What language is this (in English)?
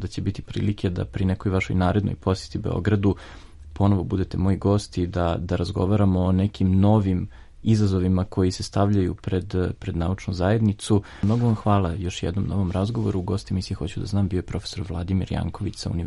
Serbian